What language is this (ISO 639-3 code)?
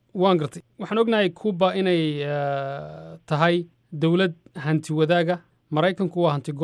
som